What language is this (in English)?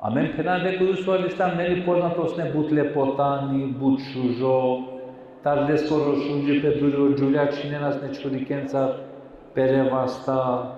Balkan Romani